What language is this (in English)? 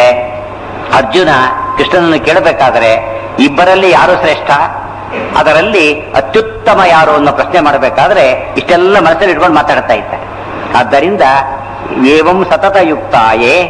Kannada